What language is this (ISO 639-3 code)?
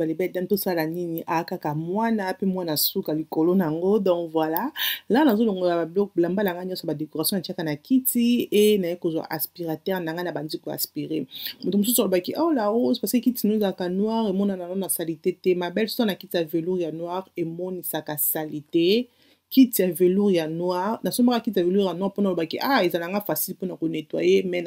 lin